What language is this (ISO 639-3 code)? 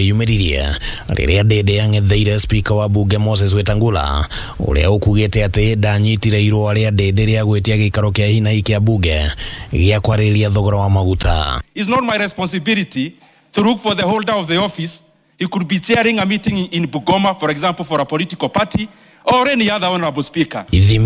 kik